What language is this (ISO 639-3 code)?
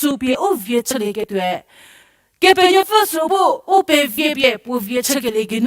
njm